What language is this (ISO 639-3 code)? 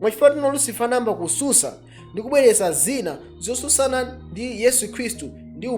nya